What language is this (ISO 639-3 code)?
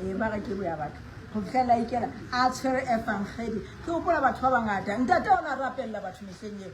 sot